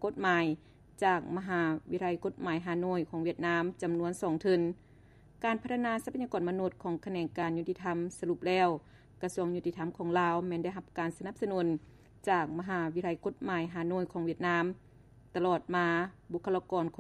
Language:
Lao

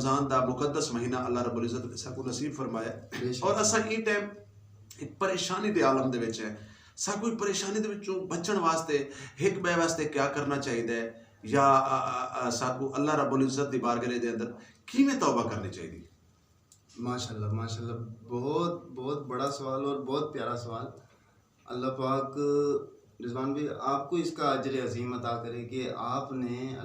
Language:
Saraiki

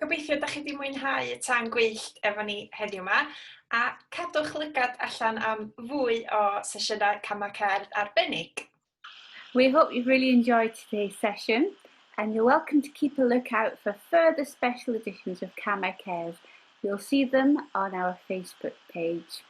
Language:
Welsh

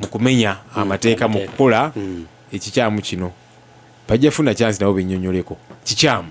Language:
Ganda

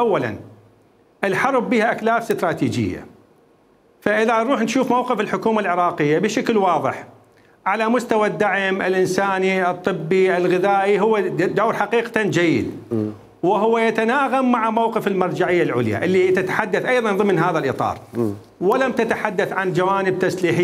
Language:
Mesopotamian Arabic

